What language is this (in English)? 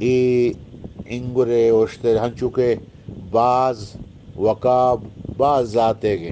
Eastern Balochi